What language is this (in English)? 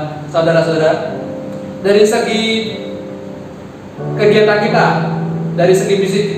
Indonesian